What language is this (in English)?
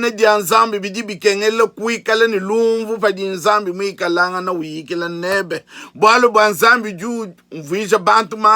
Luba-Lulua